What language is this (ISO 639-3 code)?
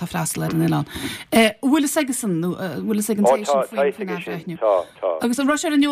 gle